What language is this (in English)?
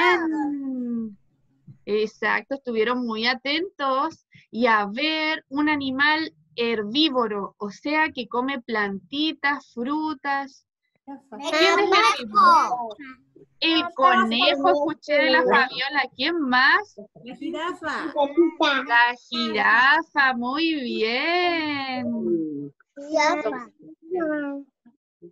Spanish